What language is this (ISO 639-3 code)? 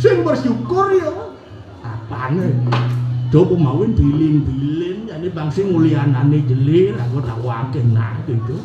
ban